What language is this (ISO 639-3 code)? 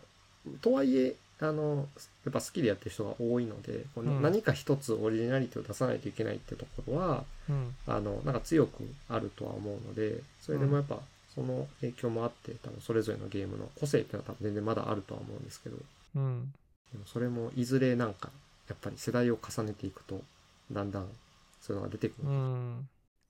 jpn